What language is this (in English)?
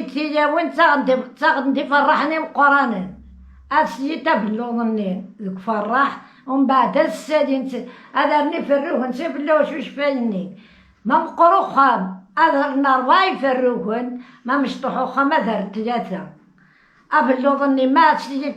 Kabyle